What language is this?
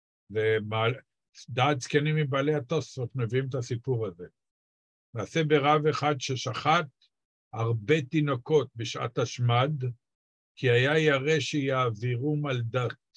Hebrew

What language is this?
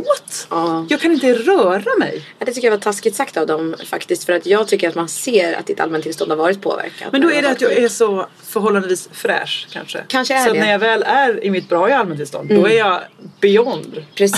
Swedish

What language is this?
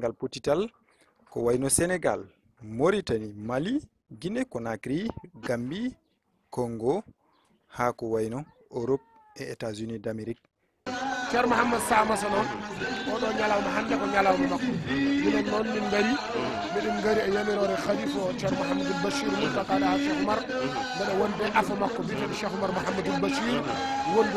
Fula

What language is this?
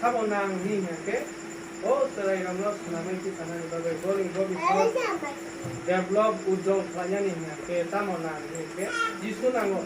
Kok Borok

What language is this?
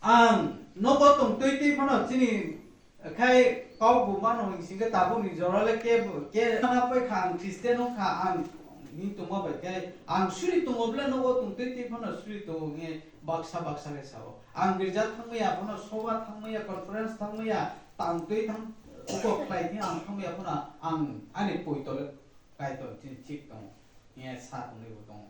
Kok Borok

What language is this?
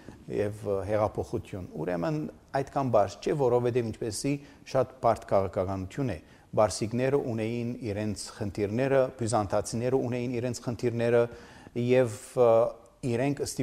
Armenian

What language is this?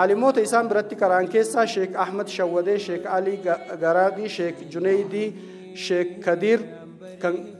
Oromo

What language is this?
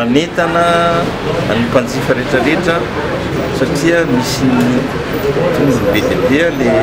Malagasy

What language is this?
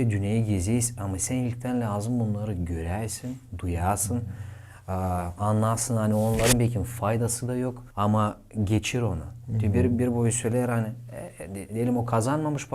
Gagauz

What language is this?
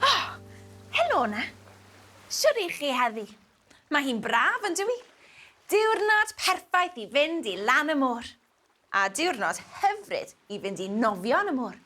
Welsh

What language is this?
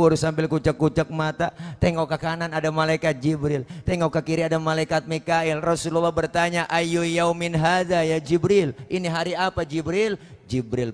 Betawi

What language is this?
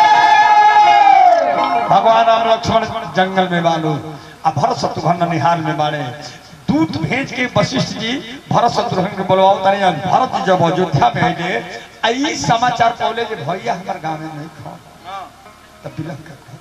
Bhojpuri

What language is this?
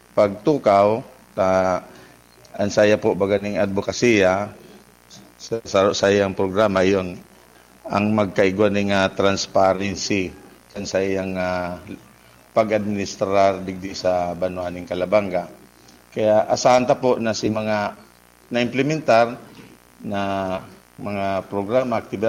Bikol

